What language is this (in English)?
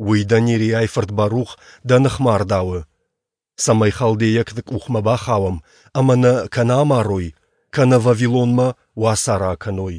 Ossetic